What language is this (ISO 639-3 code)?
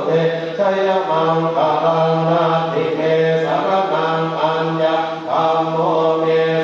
pli